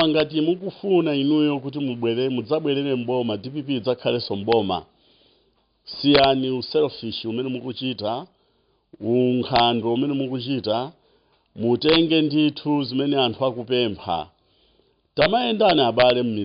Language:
Nyanja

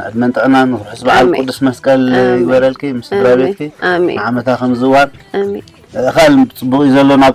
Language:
Tigrinya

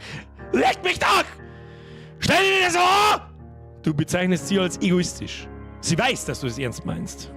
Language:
Bavarian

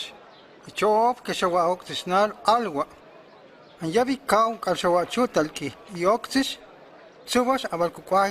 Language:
Huastec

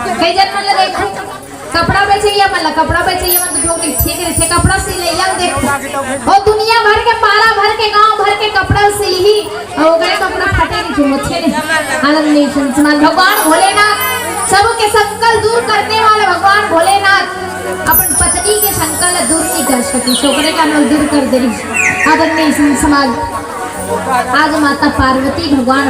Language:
Chhattisgarhi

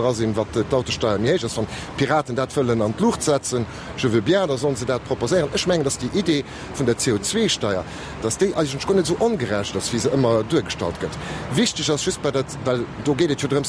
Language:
Luxembourgish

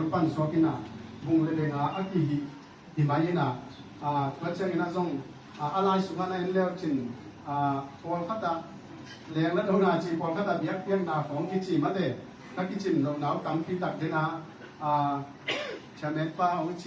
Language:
Tedim Chin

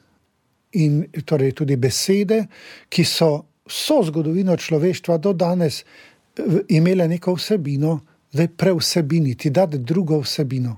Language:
Slovenian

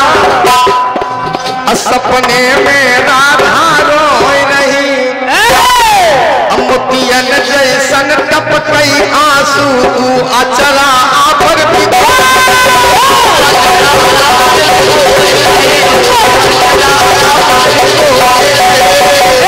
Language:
Bhojpuri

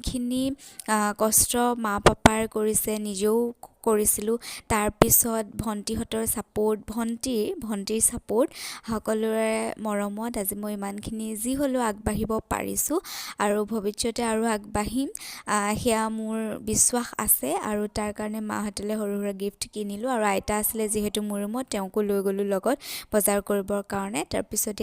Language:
Assamese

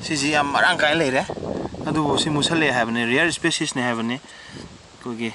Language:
Manipuri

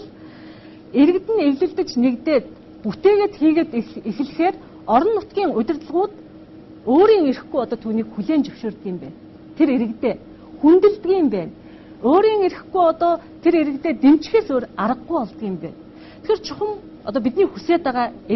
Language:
Mongolian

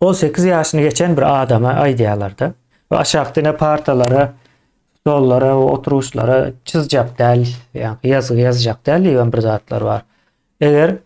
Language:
Turkmen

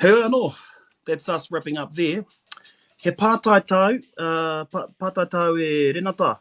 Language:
Māori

